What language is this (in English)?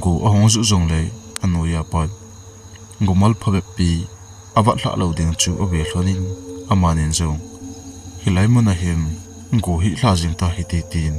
Thado Chin